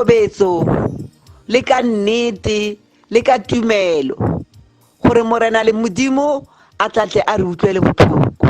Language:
Tswana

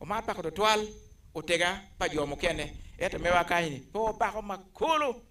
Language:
Acoli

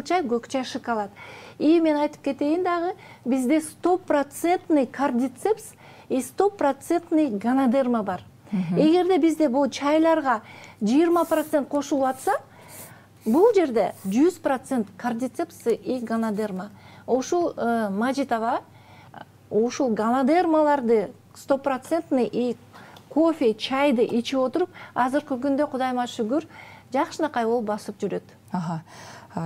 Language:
Kyrgyz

